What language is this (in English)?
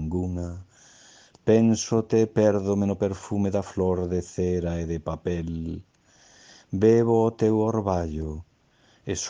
Galician